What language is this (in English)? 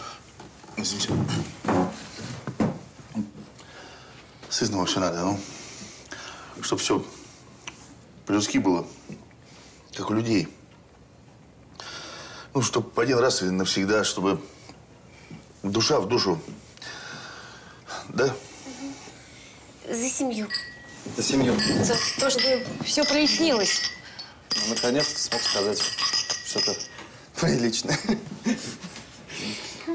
Russian